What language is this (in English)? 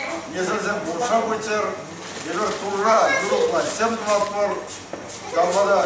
Chuvash